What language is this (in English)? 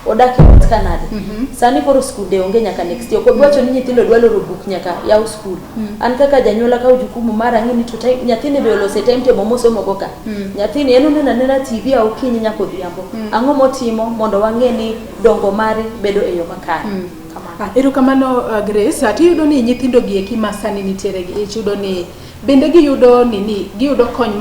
Luo (Kenya and Tanzania)